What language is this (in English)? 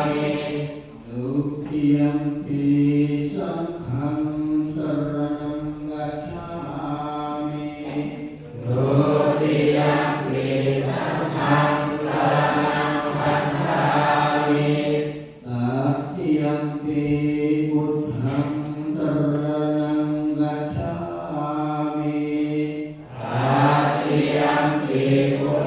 Pali